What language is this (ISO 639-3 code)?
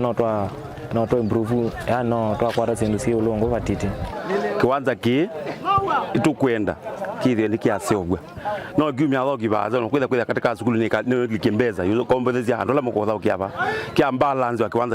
kam